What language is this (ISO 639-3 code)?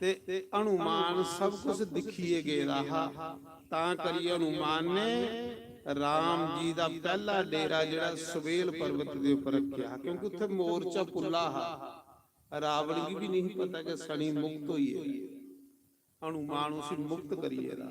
doi